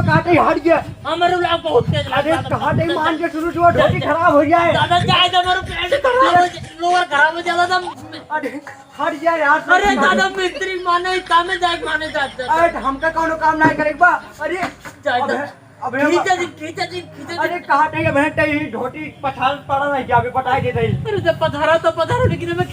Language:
Awadhi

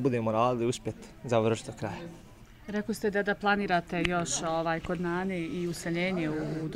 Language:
Bosnian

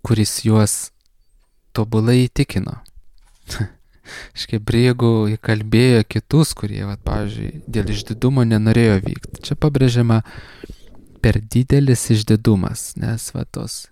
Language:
Lithuanian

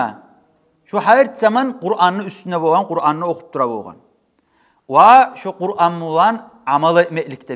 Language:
Kumyk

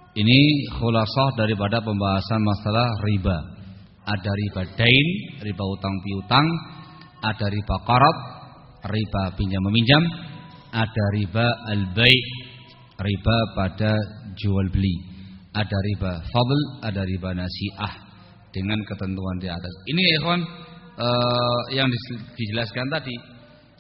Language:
Indonesian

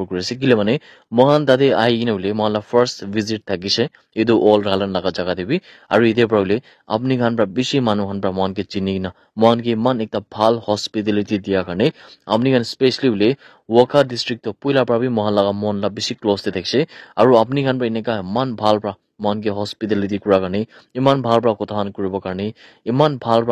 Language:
Naga Pidgin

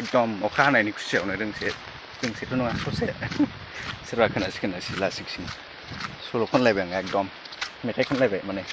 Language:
Bodo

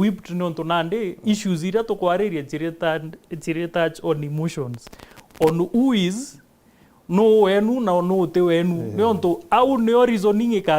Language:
Meru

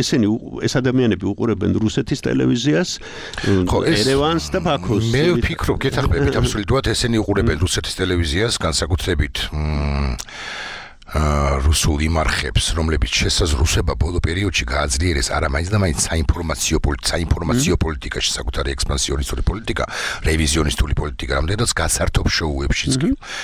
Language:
Georgian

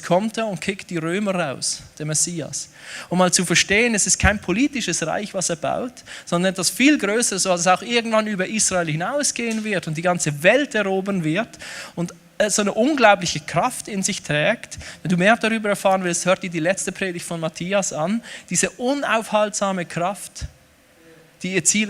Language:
Swiss German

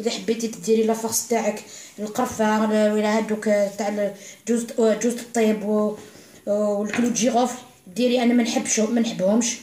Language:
Algerian Arabic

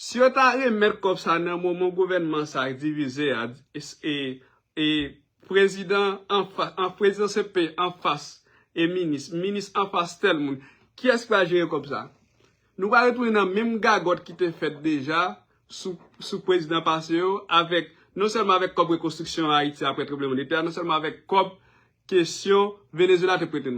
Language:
Haitian Creole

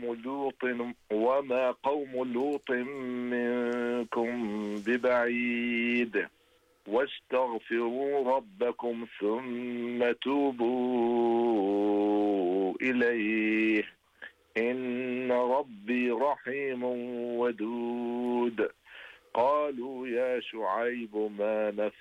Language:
Arabic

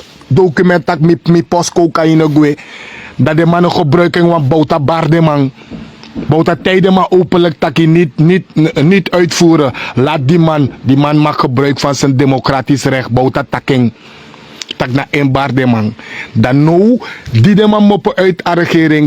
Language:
Sranan Tongo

